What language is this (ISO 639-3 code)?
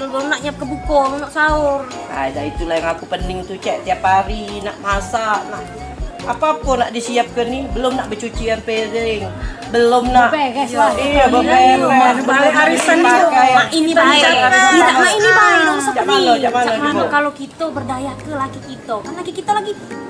mui